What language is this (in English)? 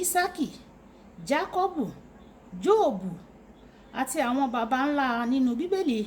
Yoruba